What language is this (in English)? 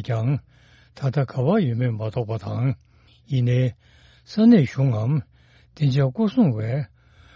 Tibetan